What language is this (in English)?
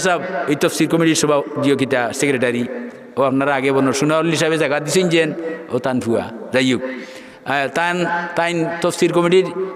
Sylheti